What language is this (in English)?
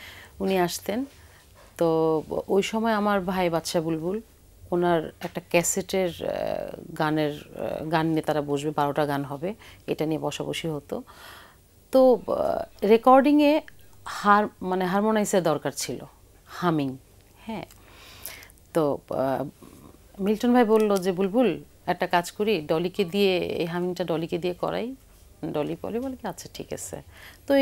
Bangla